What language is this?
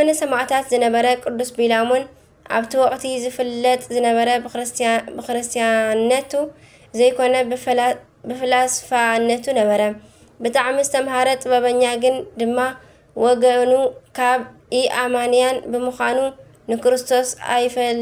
Tigrinya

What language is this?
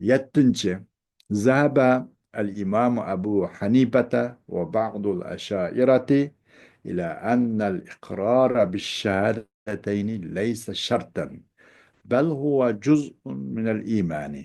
Uyghur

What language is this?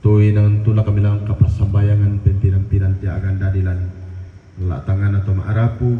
Toraja-Sa'dan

